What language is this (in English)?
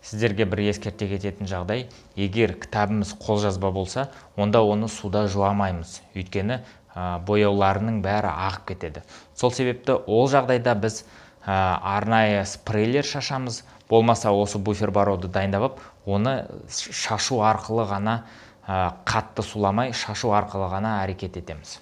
Kazakh